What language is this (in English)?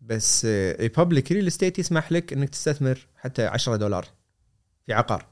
Gulf Arabic